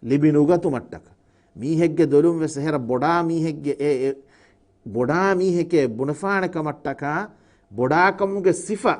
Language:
Divehi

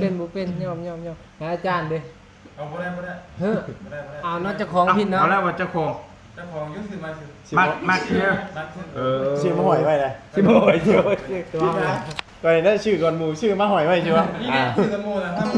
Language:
Northeastern Thai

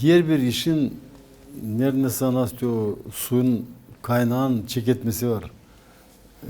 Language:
Gagauz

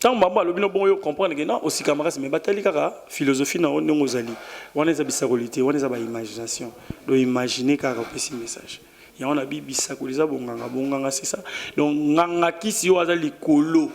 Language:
Lingala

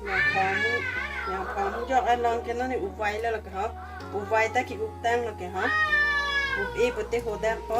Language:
Karbi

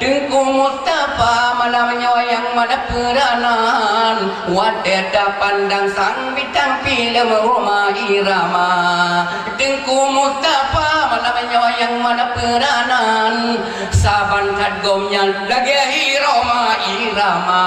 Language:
Achinese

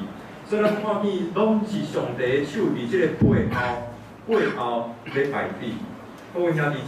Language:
Min Nan Chinese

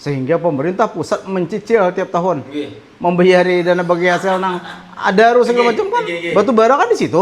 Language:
Banjar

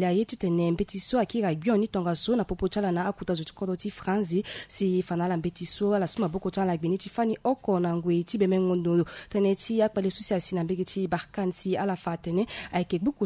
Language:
Sango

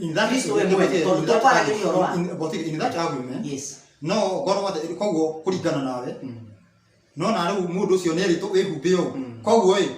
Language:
Kikuyu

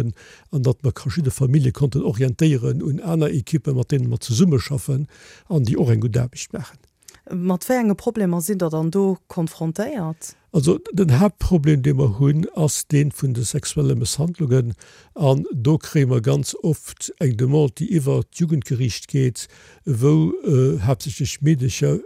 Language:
Luxembourgish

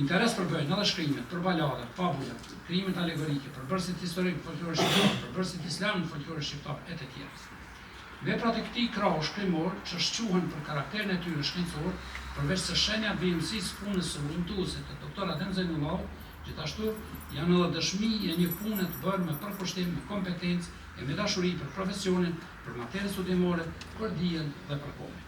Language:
Albanian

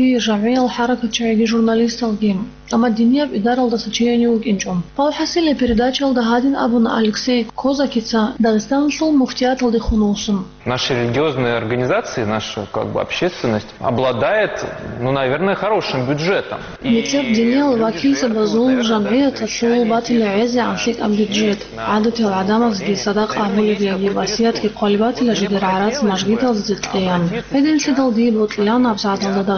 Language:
Avaric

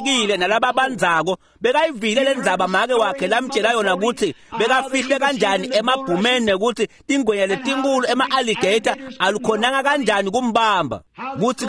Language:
Swati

